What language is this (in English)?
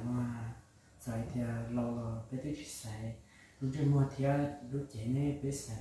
Hmong